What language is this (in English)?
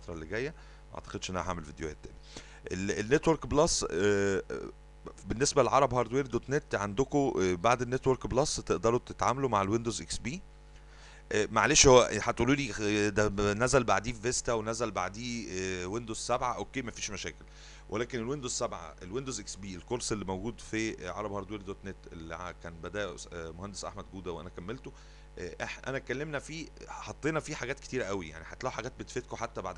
Egyptian Arabic